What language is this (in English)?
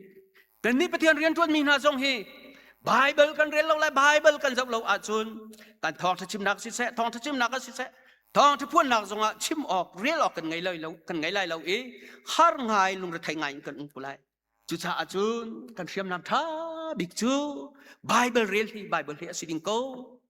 Hakha Chin